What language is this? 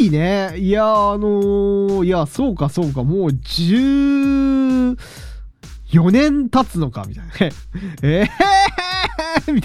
Japanese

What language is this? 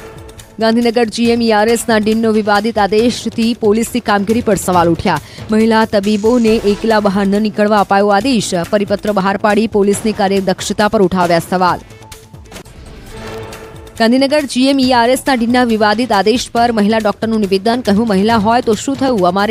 Gujarati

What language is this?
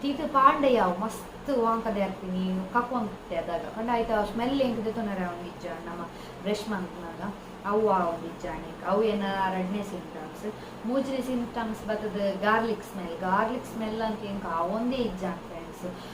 Tulu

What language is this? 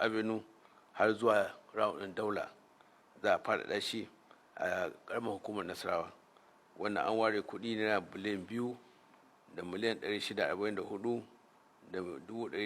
Hausa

